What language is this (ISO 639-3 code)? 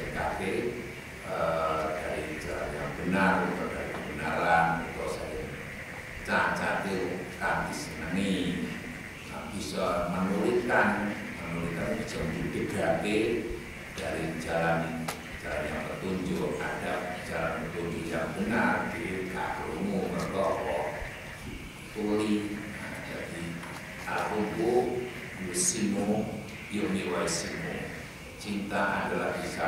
jav